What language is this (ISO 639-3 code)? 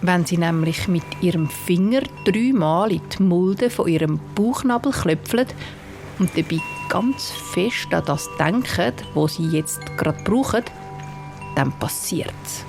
gsw